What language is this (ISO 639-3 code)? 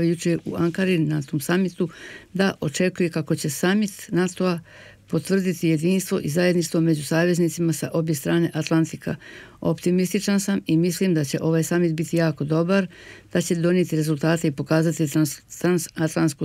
bos